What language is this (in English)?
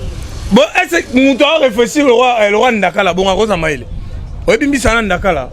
Lingala